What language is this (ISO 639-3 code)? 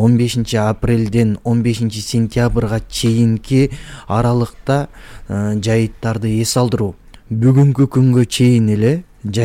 kir